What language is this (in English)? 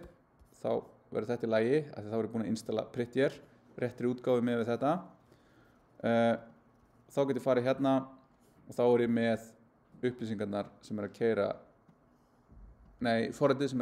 Icelandic